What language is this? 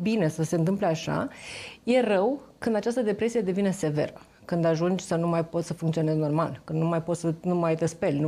Romanian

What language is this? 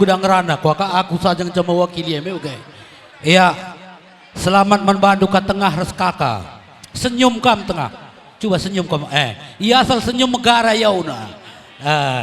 Batak Karo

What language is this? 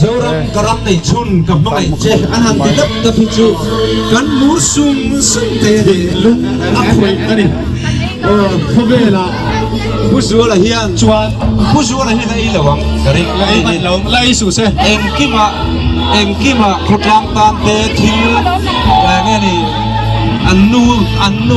Mizo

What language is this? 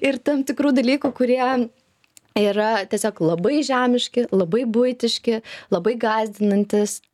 Lithuanian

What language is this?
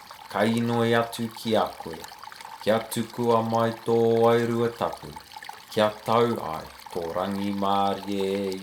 Māori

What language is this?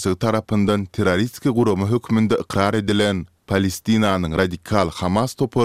Turkmen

